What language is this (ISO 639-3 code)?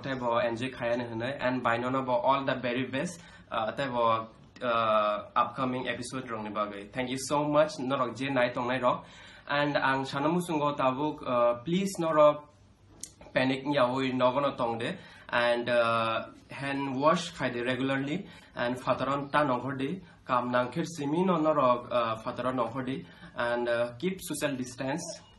trp